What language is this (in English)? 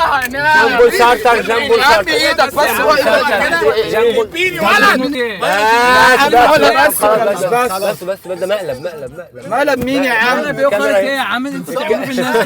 Egyptian Arabic